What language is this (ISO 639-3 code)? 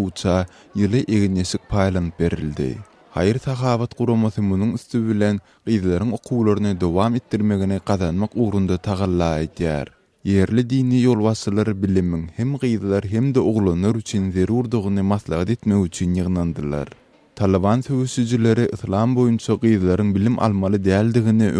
tuk